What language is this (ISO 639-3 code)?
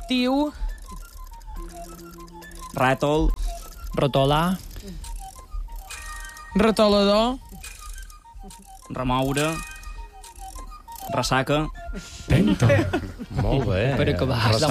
cat